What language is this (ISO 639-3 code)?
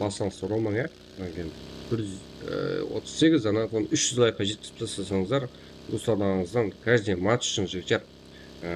kaa